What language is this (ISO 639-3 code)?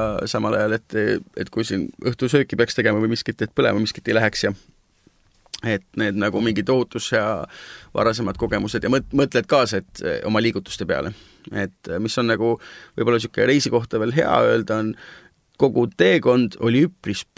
est